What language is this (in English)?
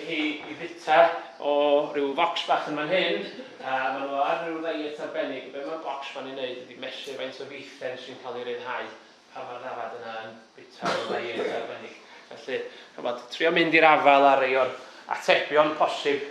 Welsh